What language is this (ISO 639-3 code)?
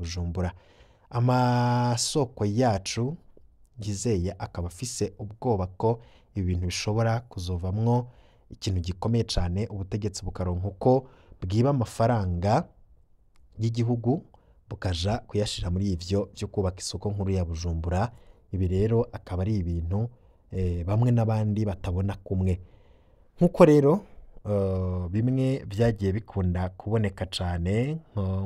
run